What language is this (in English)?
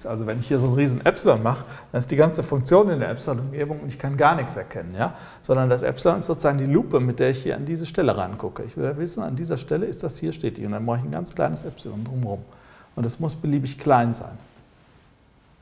German